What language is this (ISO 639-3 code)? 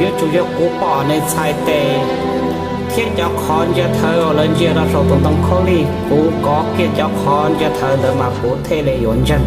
hmn